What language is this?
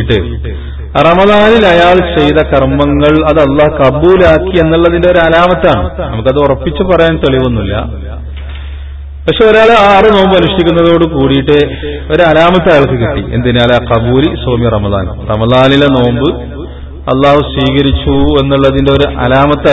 Malayalam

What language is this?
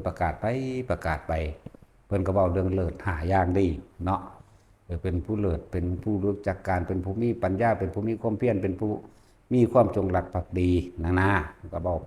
Lao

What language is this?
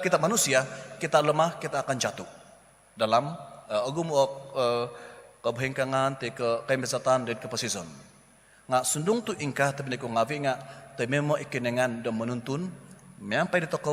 Central Dusun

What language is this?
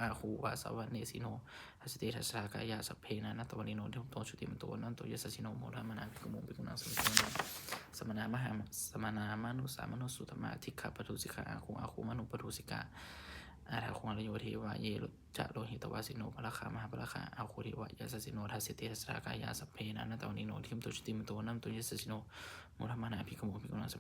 Pali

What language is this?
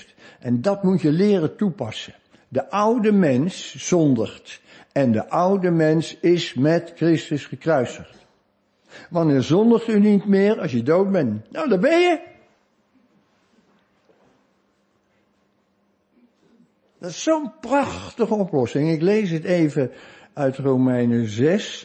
Dutch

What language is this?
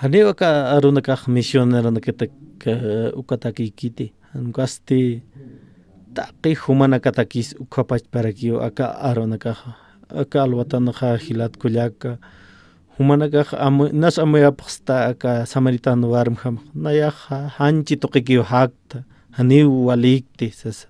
Aymara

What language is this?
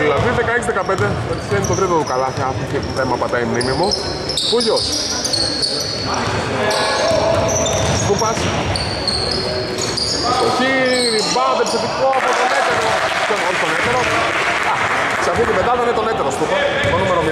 Greek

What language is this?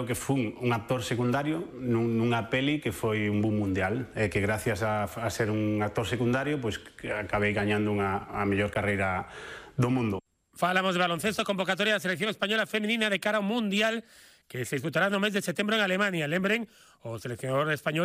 Galician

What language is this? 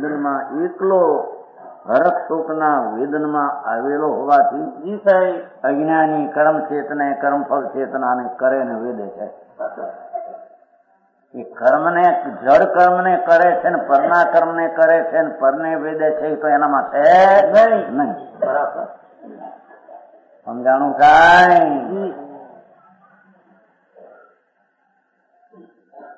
Gujarati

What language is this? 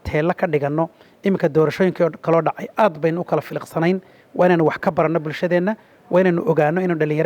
Somali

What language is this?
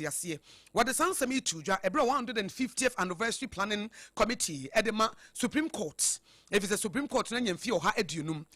Akan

